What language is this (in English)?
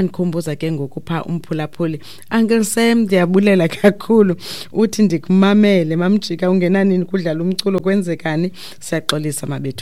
Xhosa